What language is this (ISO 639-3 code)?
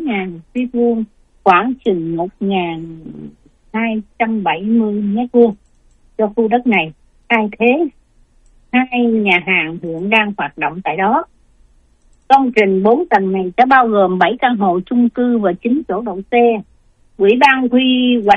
vie